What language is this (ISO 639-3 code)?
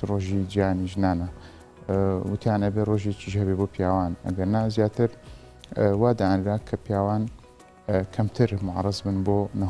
ckb